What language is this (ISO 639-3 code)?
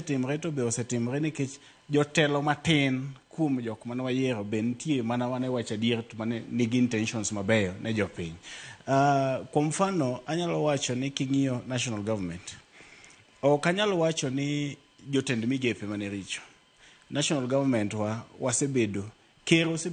luo